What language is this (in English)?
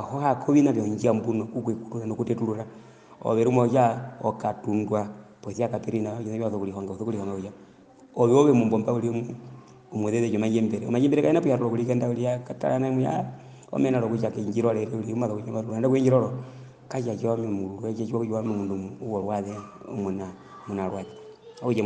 Herero